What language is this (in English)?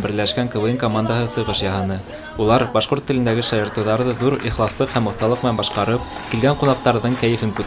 Bashkir